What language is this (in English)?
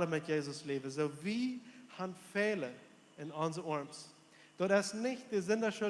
Plautdietsch